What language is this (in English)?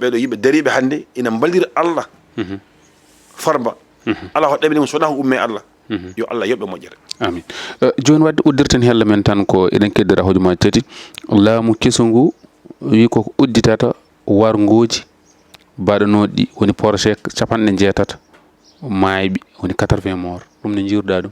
Fula